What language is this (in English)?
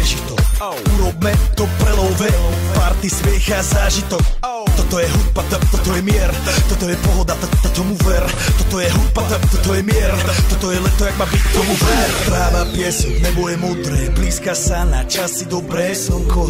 Slovak